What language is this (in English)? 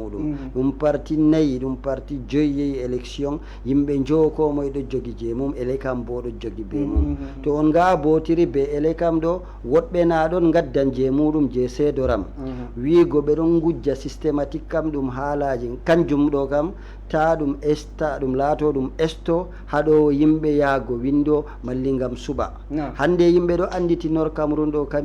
Fula